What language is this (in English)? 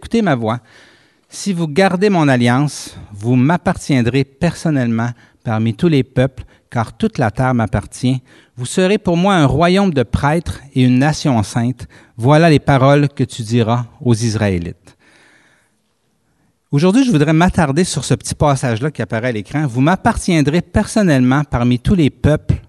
French